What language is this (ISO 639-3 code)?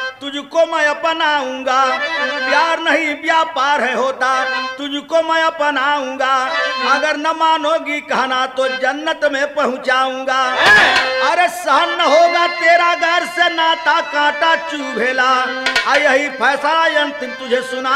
bho